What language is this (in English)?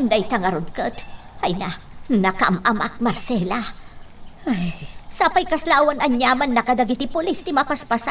Iloko